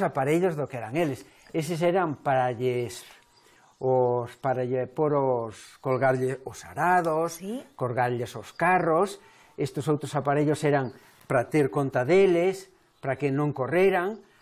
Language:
Galician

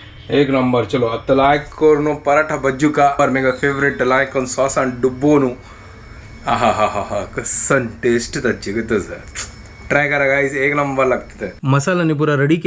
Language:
Konkani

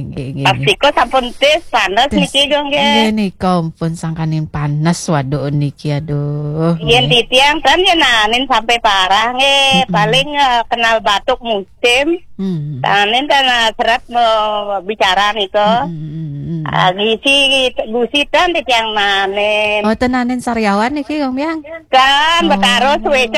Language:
Balinese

